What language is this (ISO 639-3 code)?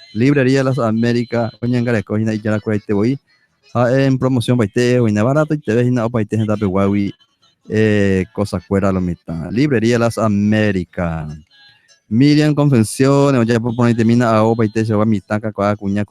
grn